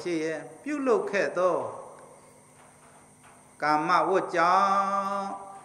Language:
Burmese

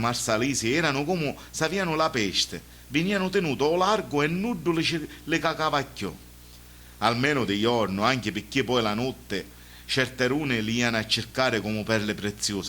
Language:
Sicilian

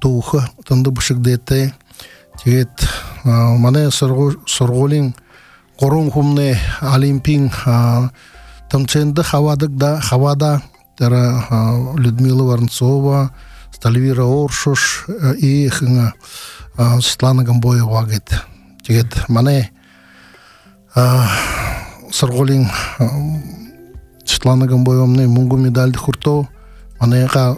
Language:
Buriat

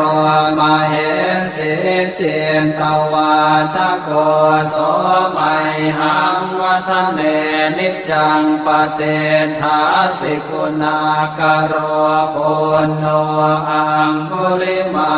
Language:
Pali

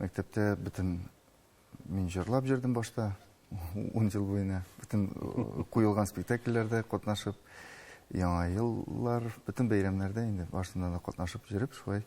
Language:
Tatar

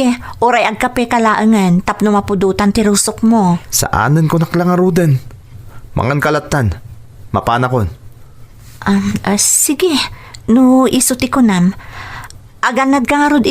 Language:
Iloko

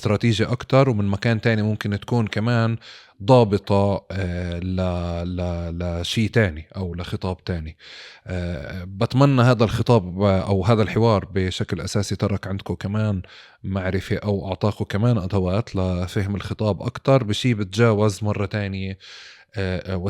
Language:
North Levantine Arabic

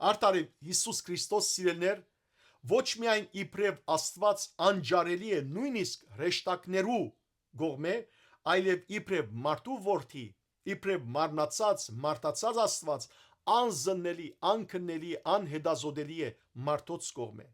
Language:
Western Armenian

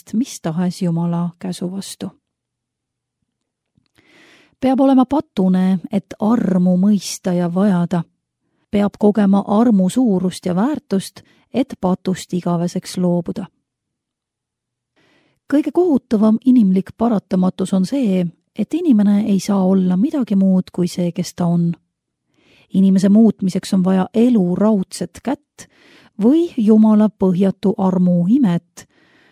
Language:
Estonian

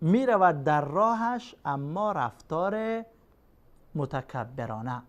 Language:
Persian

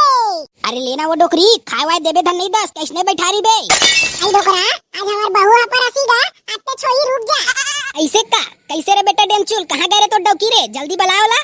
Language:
Chhattisgarhi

